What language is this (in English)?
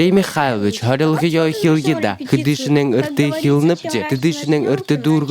Buriat